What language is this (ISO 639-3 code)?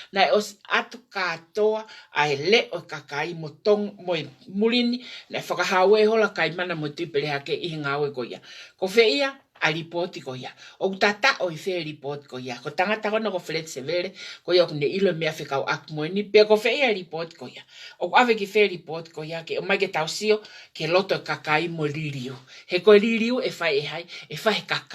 ton